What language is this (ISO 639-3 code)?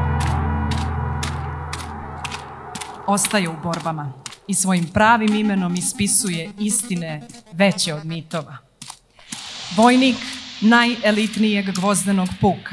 srp